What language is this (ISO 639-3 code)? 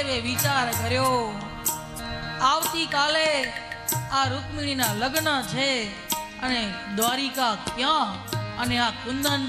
guj